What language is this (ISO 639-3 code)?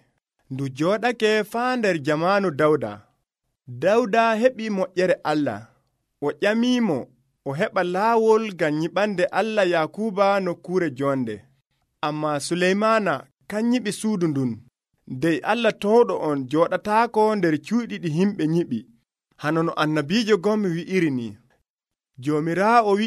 fuv